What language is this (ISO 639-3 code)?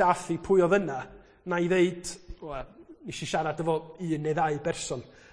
cym